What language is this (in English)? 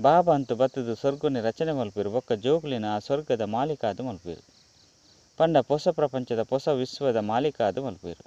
Tulu